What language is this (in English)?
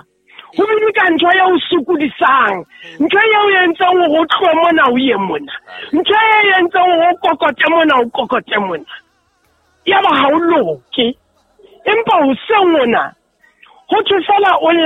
Southern Sotho